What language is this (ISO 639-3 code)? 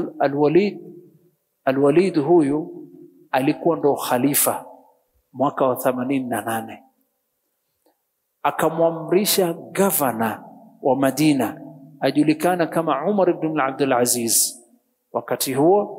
swa